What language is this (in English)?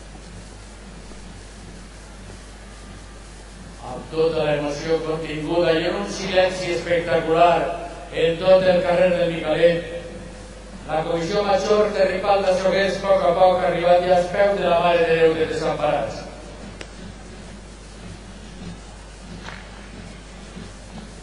Catalan